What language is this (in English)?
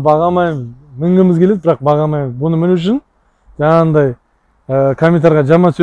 Kazakh